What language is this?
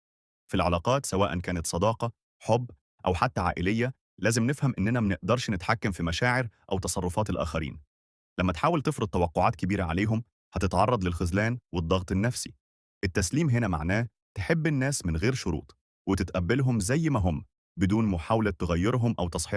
Egyptian Arabic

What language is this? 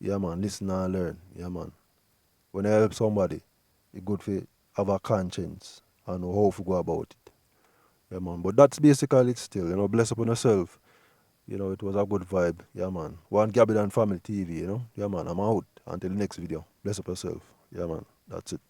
Jamaican Creole English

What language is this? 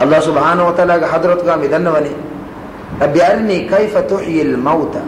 Divehi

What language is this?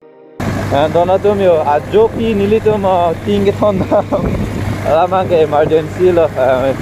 Karbi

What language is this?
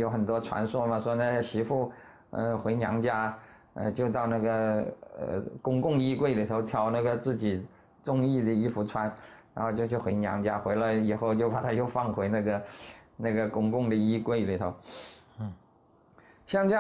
Chinese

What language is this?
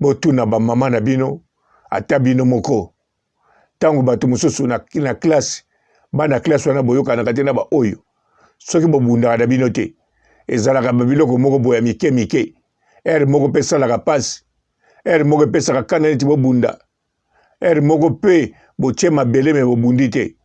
Lingala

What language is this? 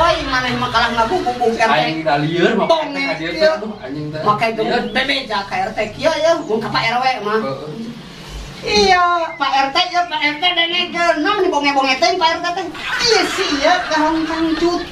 Sundanese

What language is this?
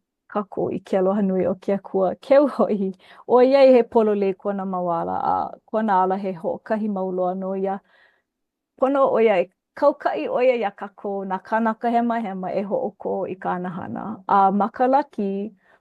Hawaiian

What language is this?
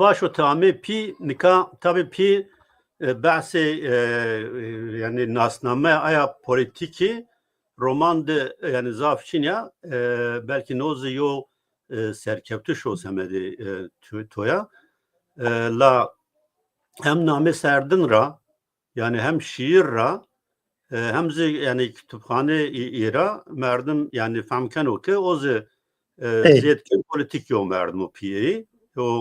Zaza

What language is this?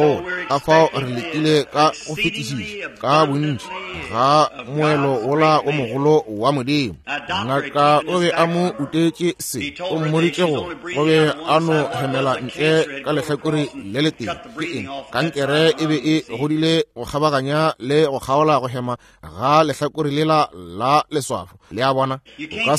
Northern Sotho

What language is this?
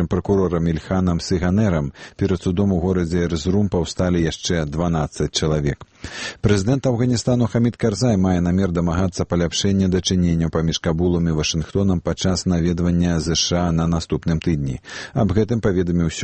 Belarusian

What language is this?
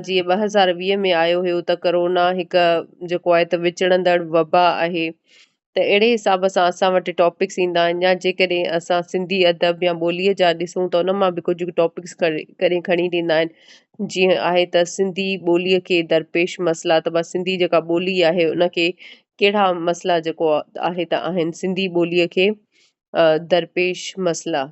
Sindhi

